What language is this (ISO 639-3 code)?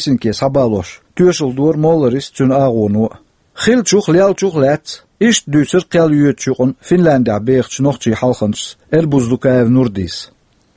che